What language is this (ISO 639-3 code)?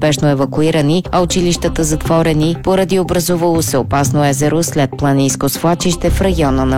bul